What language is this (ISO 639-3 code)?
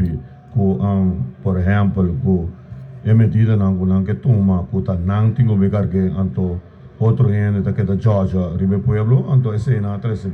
pap